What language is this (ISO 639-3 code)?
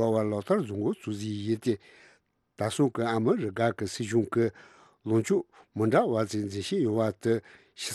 bod